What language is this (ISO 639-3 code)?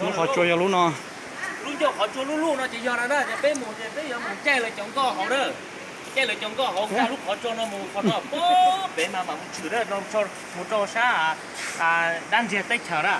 hmn